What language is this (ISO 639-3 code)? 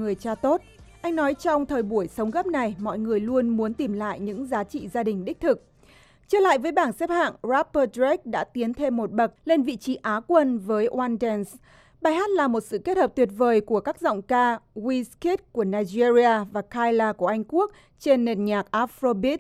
vie